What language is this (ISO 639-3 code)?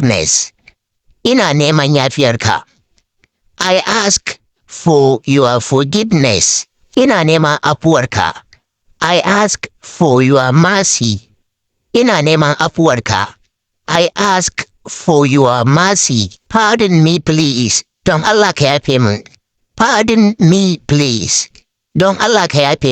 hau